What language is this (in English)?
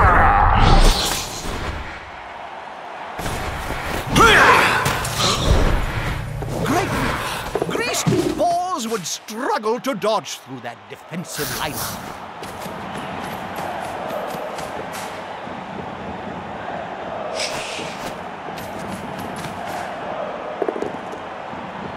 English